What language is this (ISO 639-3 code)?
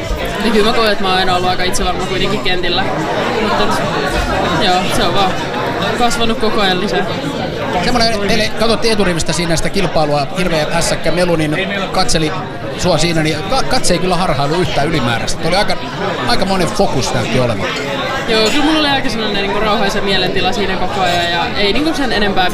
fin